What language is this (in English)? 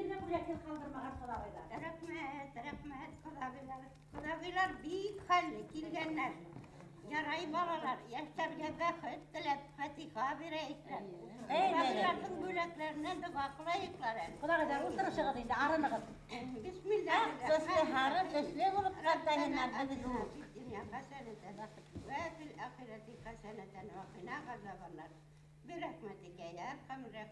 Bashkir